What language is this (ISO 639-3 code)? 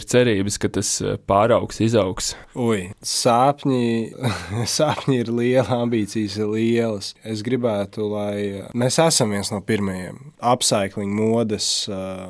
lav